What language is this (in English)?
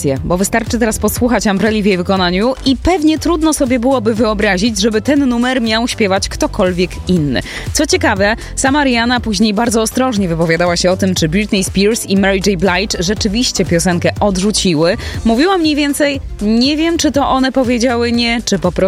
Polish